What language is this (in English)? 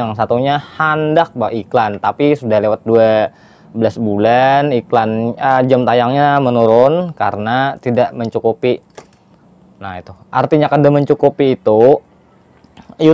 Banjar